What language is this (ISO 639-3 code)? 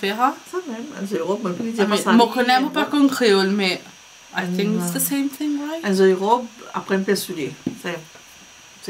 mfe